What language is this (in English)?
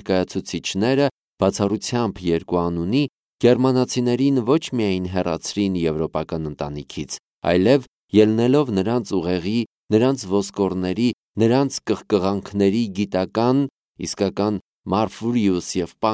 Armenian